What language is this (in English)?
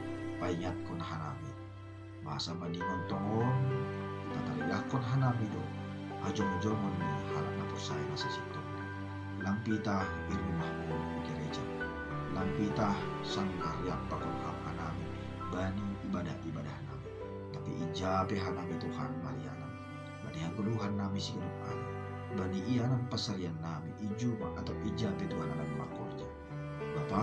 Batak Simalungun